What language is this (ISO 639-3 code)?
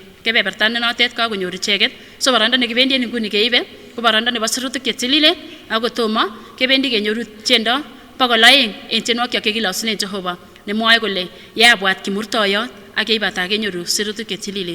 sgc